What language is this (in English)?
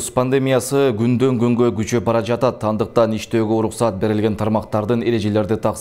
Kyrgyz